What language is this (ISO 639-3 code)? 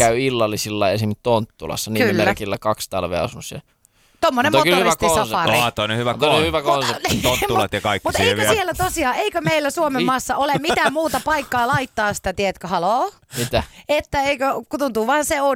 fin